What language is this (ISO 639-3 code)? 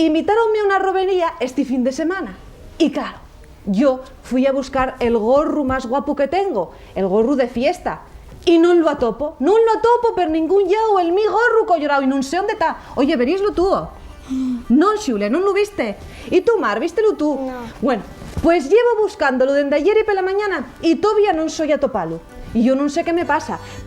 ast